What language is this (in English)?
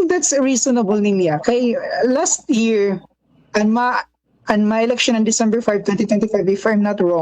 Waray